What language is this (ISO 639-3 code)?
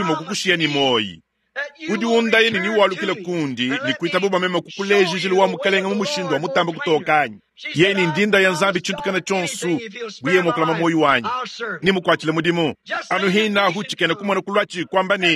lua